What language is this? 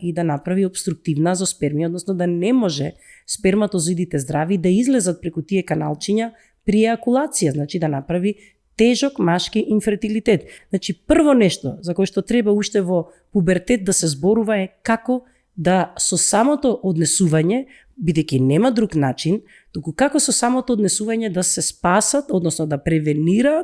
Macedonian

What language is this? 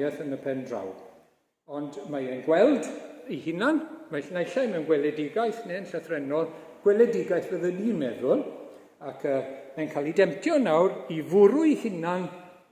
Welsh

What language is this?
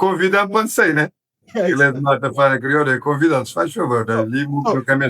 Kabuverdianu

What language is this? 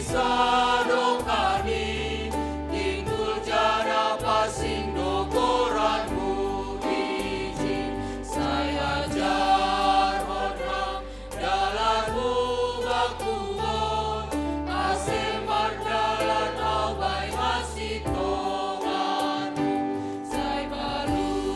Batak Simalungun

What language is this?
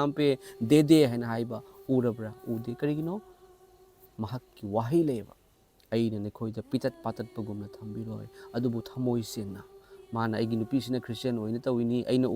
Manipuri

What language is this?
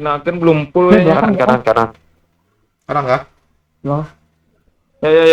Banjar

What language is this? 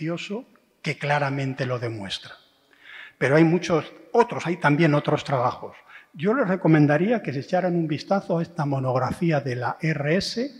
Spanish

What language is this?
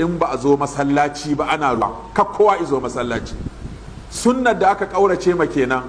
Hausa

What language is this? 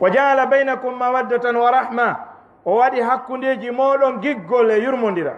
Fula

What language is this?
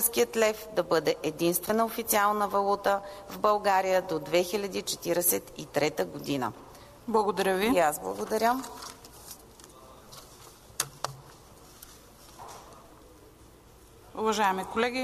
Bulgarian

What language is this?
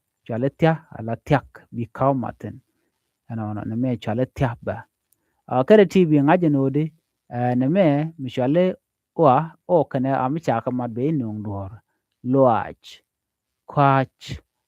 Nuer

